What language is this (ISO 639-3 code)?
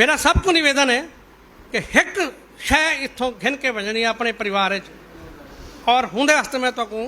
skr